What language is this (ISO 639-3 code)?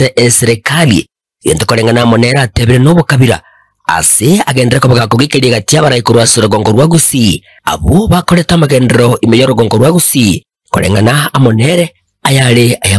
guz